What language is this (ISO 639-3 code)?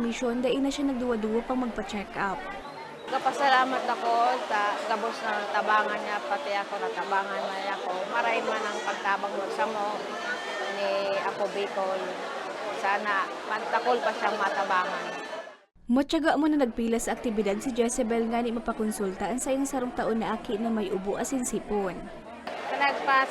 bik